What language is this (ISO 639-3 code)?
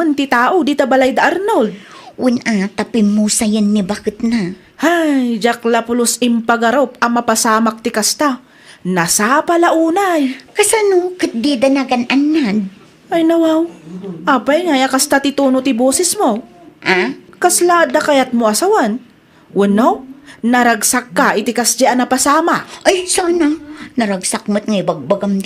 ilo